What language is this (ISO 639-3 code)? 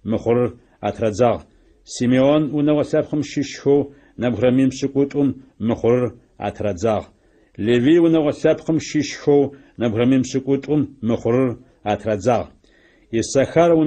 ady